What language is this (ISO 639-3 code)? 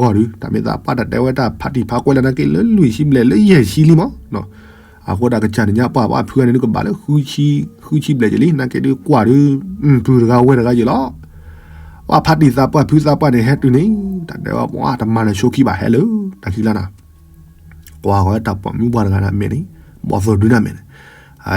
ksw